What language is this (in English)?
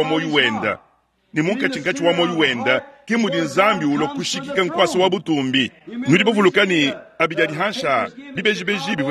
Luba-Lulua